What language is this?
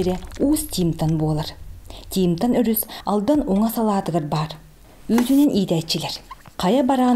Yakut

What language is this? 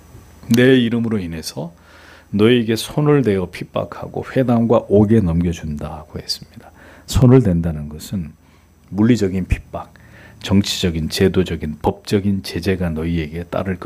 Korean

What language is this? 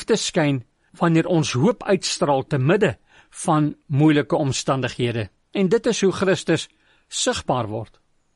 Afrikaans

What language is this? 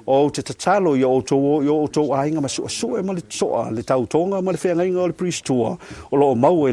Samoan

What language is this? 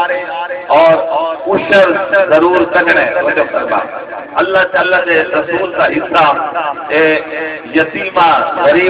Saraiki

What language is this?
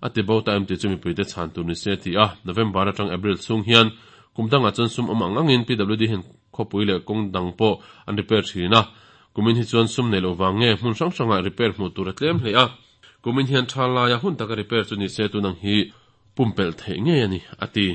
Mizo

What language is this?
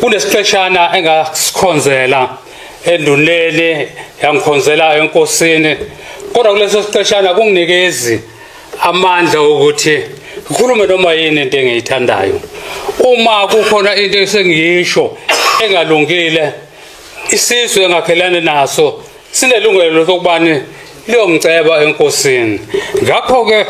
Zulu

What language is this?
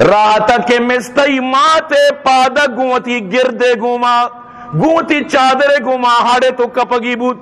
Eastern Balochi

